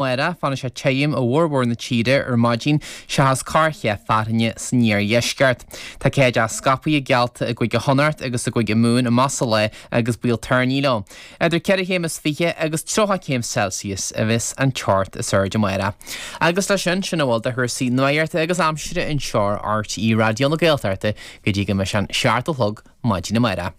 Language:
Irish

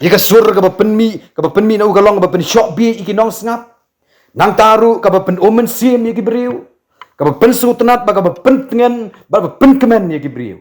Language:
Khasi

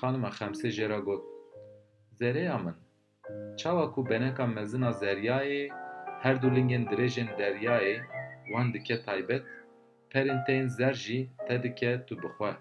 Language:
Kurdish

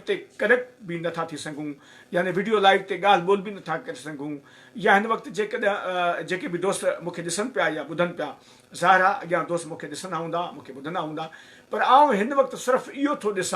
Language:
Sindhi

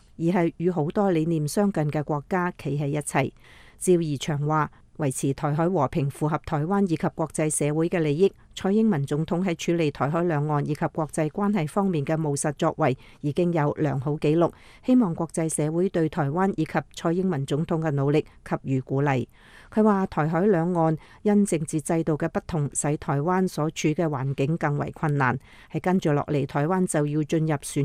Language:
Cantonese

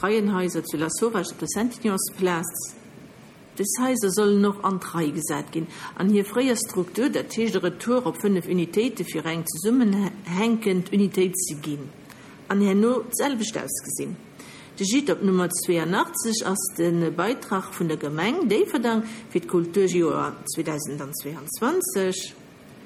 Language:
Luxembourgish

